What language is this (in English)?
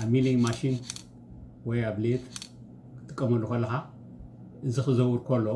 Tigrinya